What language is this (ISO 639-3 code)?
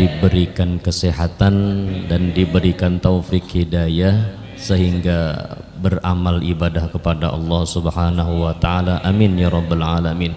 bjn